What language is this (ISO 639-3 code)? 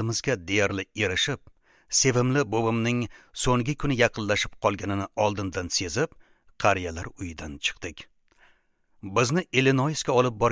uzb